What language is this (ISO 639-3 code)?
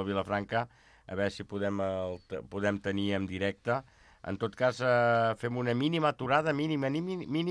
cat